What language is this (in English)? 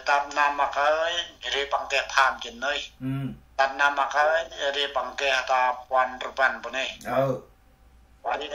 Central Mnong